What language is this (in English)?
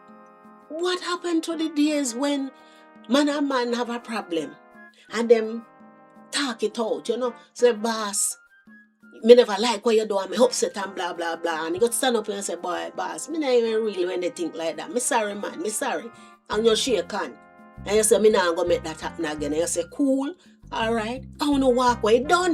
Jamaican Creole English